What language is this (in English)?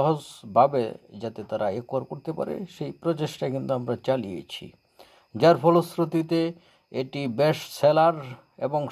Bangla